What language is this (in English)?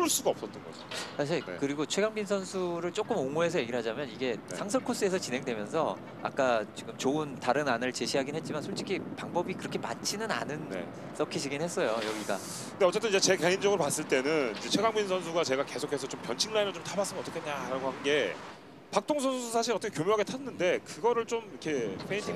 Korean